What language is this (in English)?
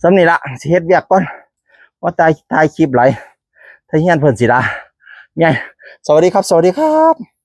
Northeastern Thai